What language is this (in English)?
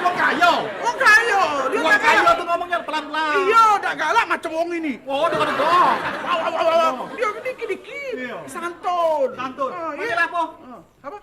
Musi